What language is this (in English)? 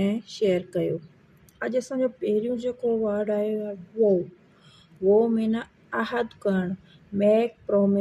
Sindhi